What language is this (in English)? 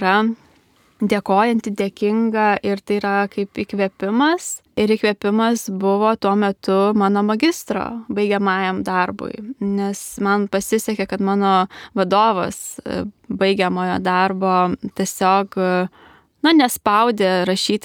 Lithuanian